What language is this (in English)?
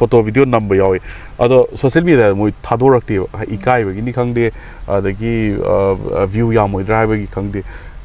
Manipuri